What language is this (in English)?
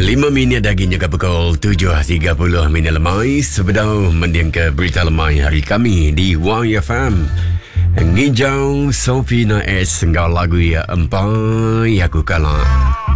Iban